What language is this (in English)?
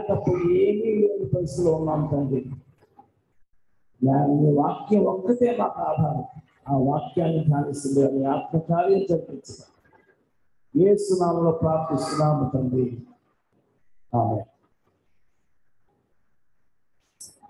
Telugu